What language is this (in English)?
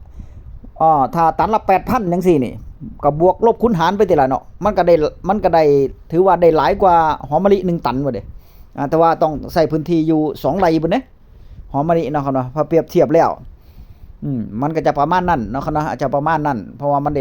Northeastern Thai